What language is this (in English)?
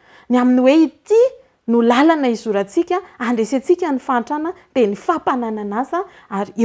Malagasy